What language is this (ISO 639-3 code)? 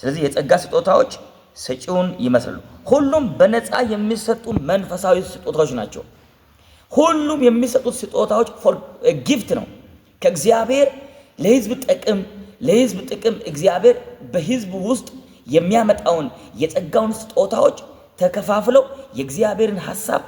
amh